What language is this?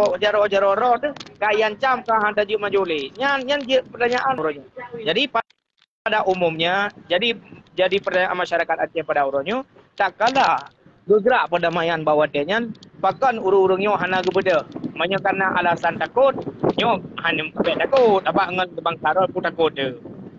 Achinese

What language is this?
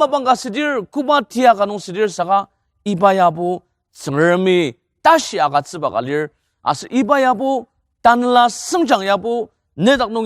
Ao Naga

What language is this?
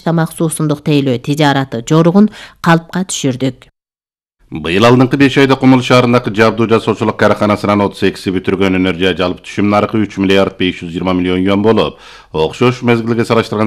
Kyrgyz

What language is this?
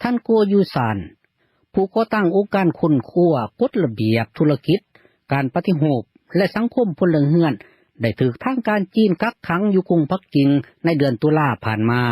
Lao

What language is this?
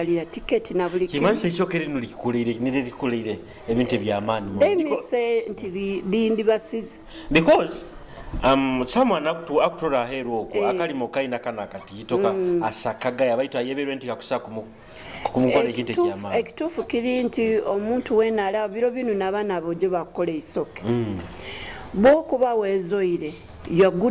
Nyoro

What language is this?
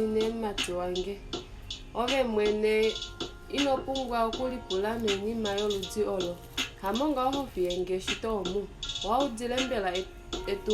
Kuanyama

